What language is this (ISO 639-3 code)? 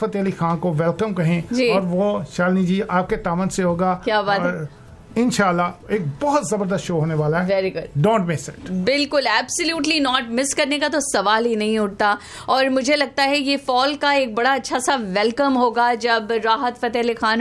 hin